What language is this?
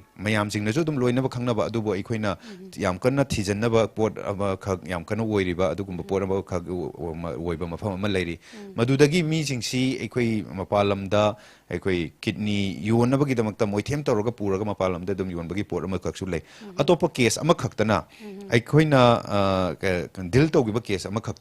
Manipuri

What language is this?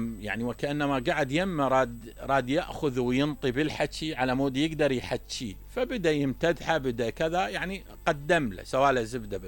Mesopotamian Arabic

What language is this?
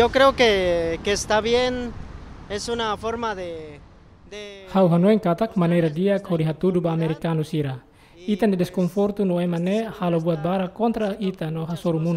Tetum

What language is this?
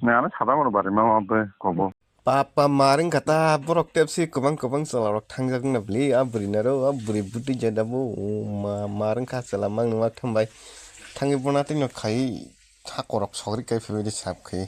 Kok Borok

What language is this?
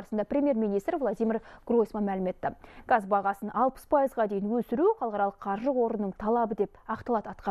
Kazakh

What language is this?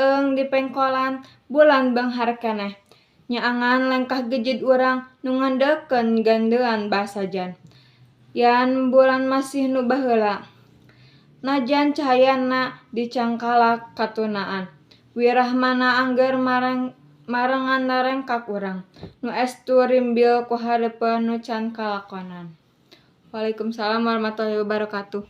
Sundanese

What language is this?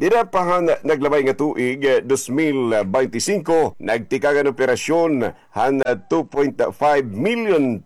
Waray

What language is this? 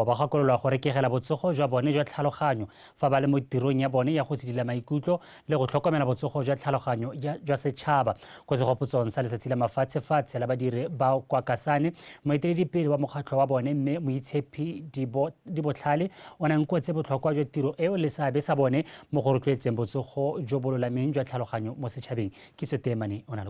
Tswana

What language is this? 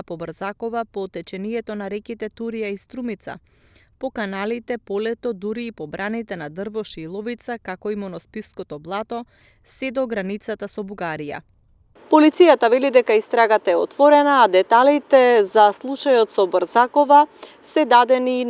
Macedonian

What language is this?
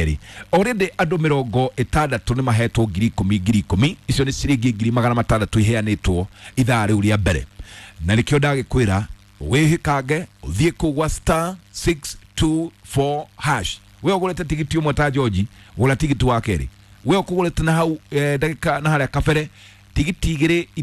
Kikuyu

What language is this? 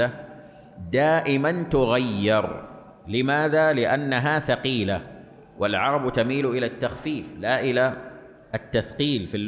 Arabic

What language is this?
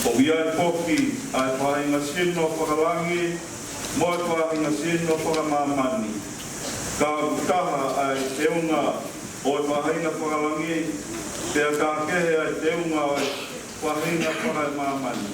Tongan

